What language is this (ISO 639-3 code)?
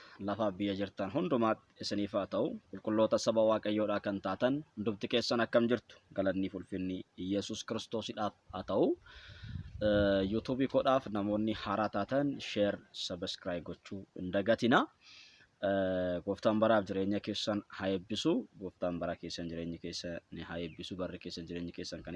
orm